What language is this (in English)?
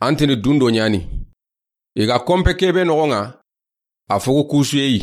Soninke